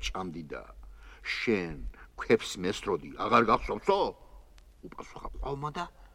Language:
Georgian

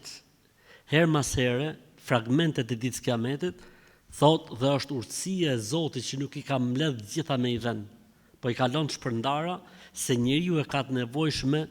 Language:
Albanian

